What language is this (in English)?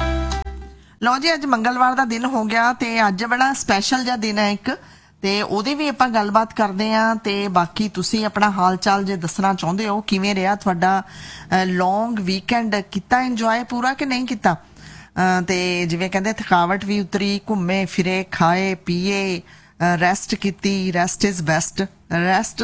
Punjabi